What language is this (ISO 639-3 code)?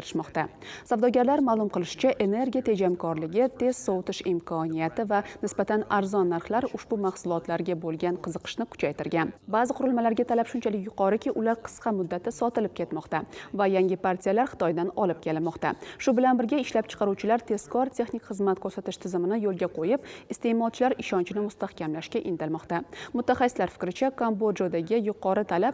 uzb